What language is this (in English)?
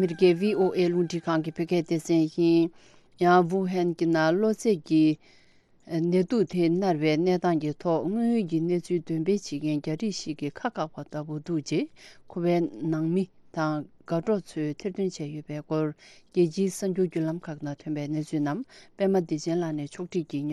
Tibetan